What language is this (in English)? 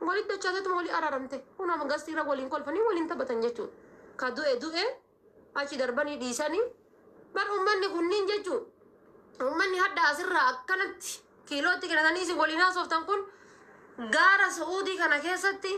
Oromo